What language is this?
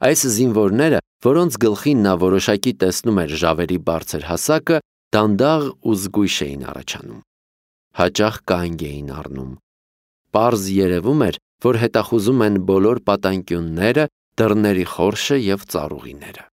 Armenian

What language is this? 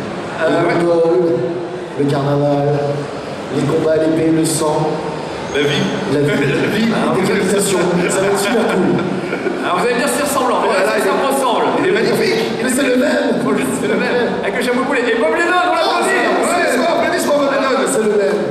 French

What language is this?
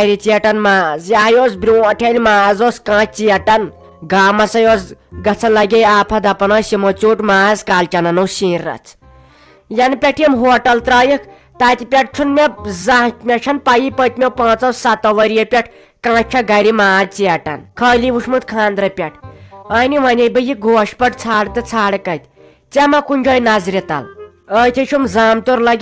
Kashmiri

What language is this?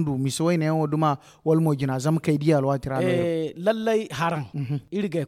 Zarma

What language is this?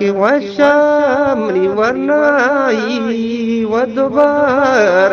Eastern Balochi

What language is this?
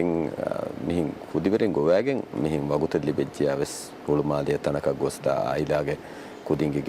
Divehi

